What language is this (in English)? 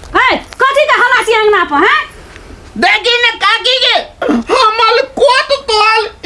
Maithili